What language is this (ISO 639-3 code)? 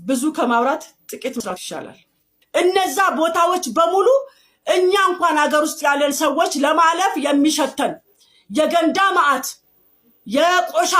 amh